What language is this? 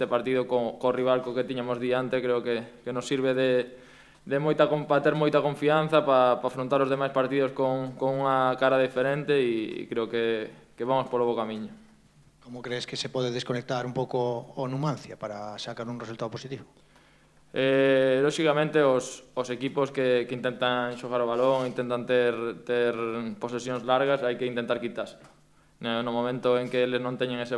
Galician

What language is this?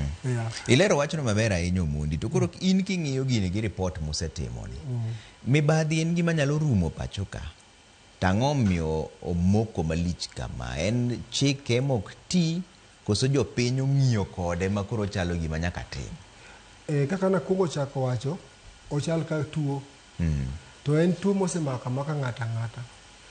Luo (Kenya and Tanzania)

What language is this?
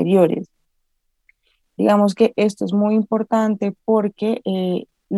Spanish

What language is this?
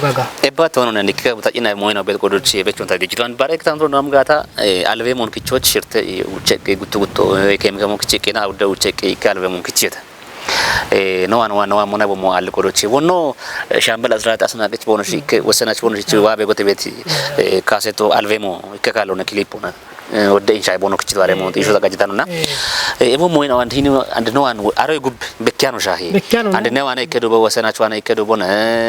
Kafa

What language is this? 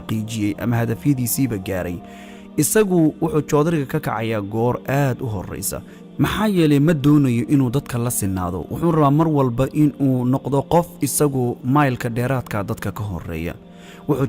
Somali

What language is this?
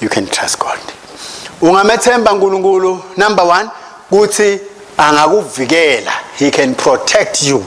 Swati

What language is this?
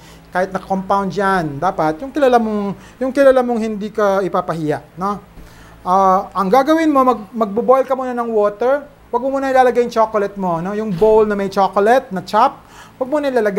Filipino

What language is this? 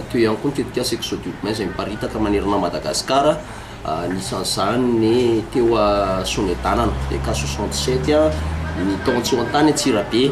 Malagasy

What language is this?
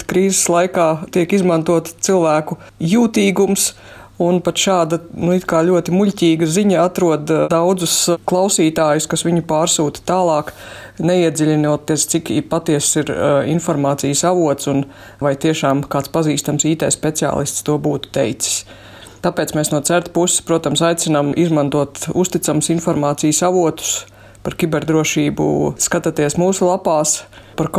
Latvian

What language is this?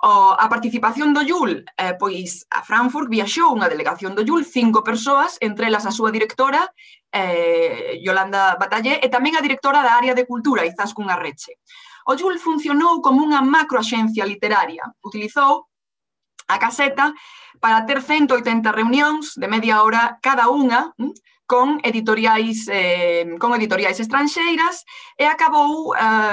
Galician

